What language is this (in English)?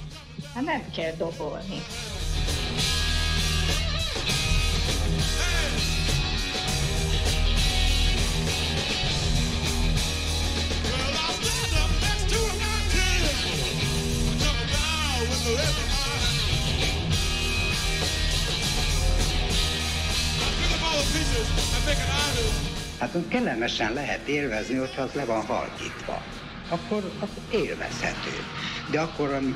Hungarian